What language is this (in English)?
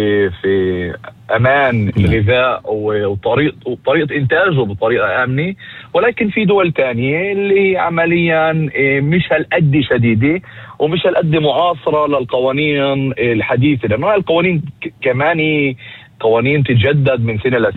North Levantine Arabic